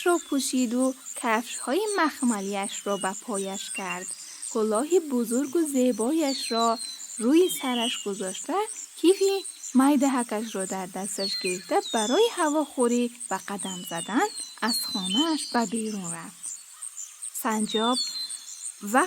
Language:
Tajik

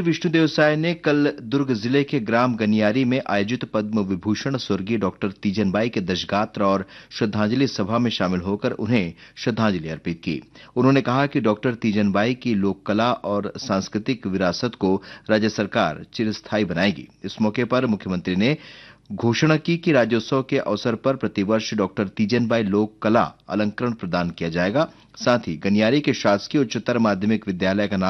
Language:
Hindi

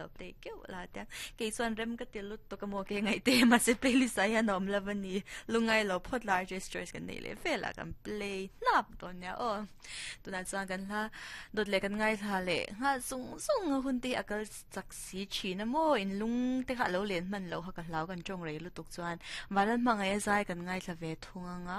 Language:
Mizo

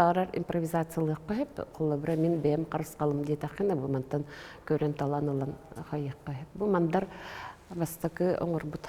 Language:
Yakut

